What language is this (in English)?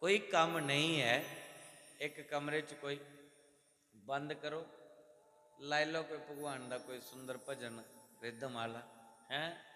Dogri